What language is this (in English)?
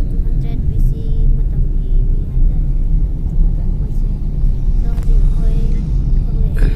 Manipuri